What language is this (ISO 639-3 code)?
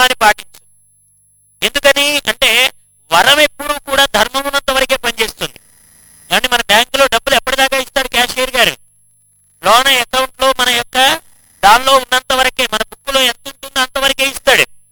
tel